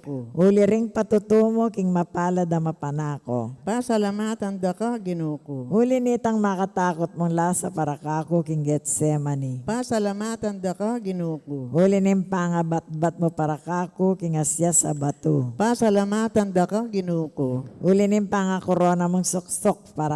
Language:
Pampanga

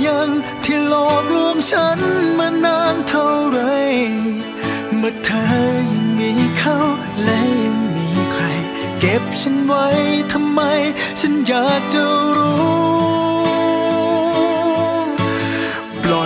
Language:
Thai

